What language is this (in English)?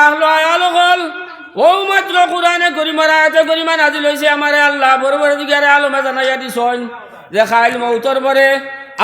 Sylheti